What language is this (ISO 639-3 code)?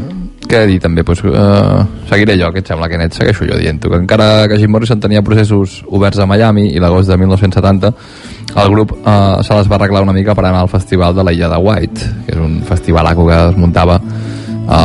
cat